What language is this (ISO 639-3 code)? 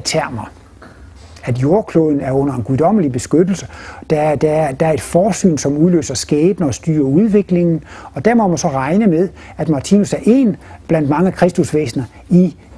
dan